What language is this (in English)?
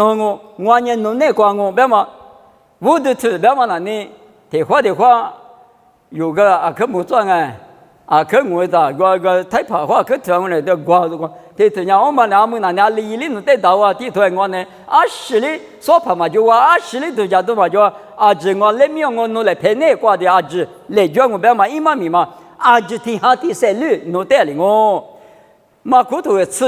Lisu